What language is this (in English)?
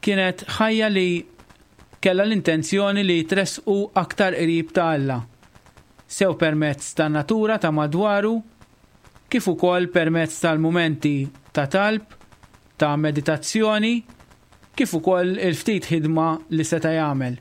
Maltese